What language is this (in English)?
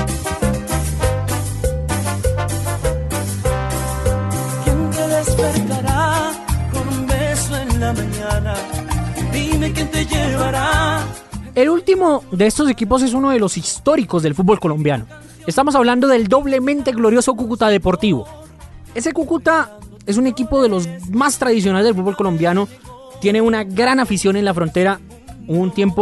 Spanish